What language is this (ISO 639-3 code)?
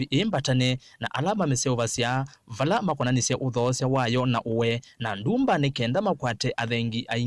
kam